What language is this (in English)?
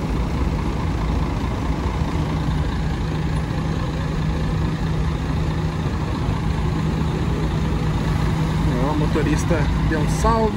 Portuguese